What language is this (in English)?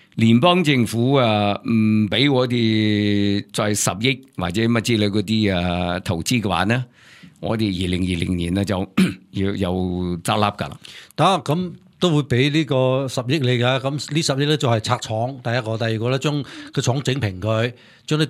Cantonese